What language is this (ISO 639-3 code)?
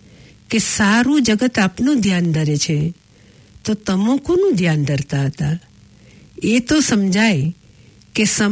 guj